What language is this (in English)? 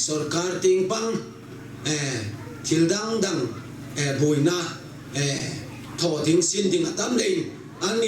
Hmar